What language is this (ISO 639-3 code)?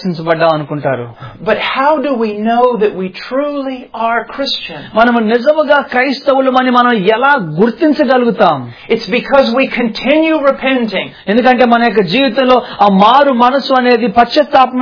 tel